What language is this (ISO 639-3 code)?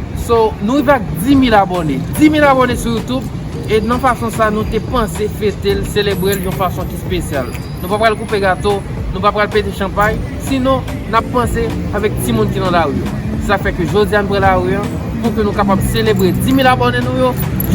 hat